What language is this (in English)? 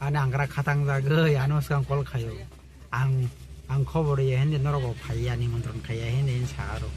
Kok Borok